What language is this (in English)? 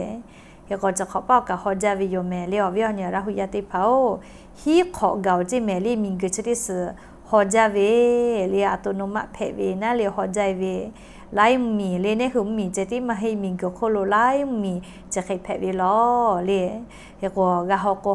Lahu